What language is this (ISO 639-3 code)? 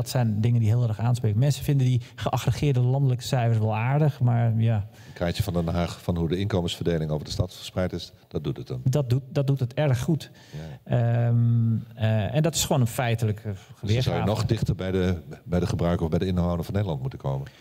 nld